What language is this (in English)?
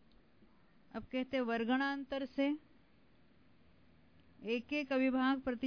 Hindi